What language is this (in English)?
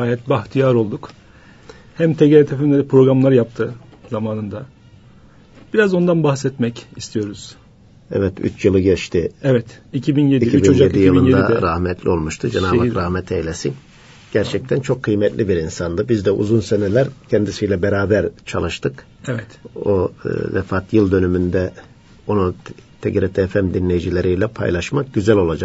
Turkish